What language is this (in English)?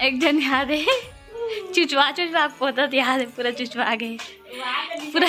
Chhattisgarhi